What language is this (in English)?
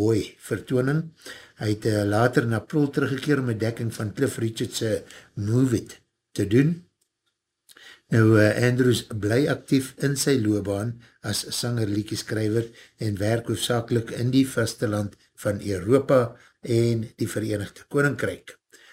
Afrikaans